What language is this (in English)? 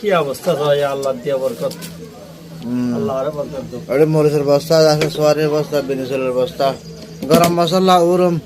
Rohingya